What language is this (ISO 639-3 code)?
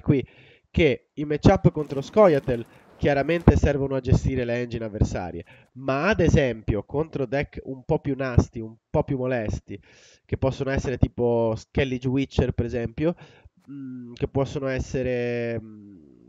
ita